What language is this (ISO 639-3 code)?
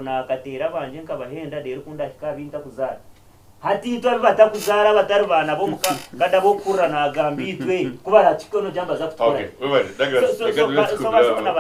nyn